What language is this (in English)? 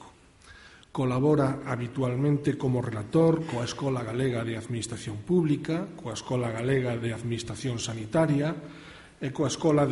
Galician